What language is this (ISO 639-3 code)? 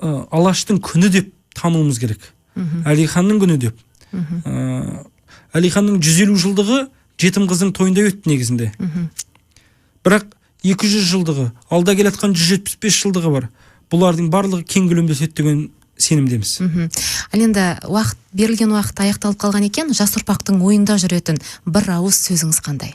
kaz